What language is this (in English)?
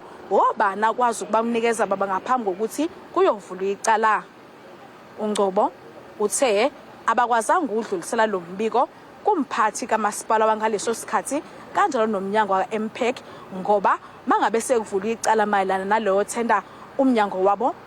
Zulu